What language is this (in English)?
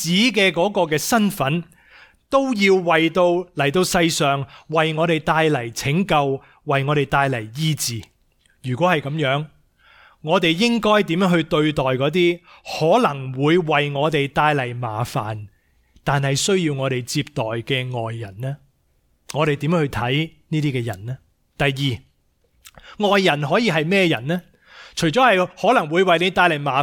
Cantonese